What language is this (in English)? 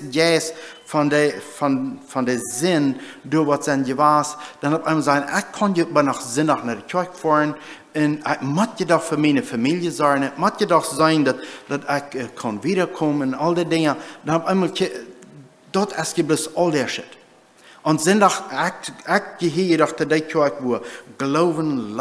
Plautdietsch